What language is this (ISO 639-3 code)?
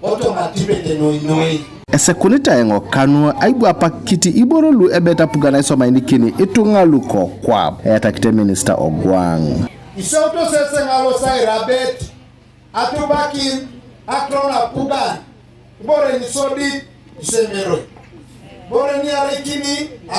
teo